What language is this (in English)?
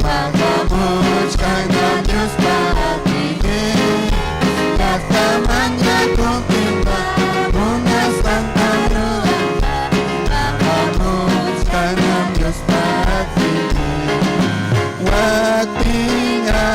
Ayacucho Quechua